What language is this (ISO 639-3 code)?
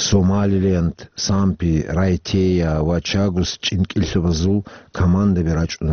ava